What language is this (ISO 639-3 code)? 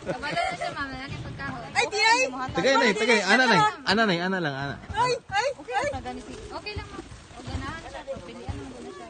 ceb